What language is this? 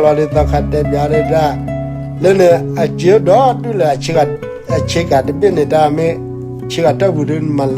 S'gaw Karen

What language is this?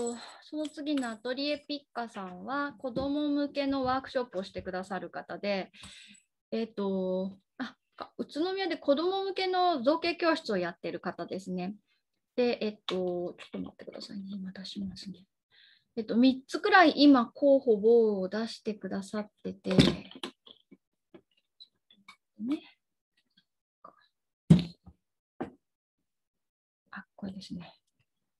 Japanese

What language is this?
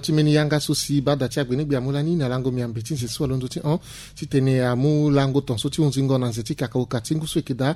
Sango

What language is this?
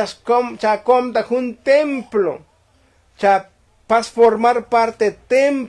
Tzotzil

